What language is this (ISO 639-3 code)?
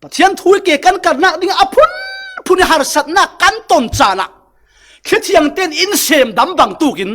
cfm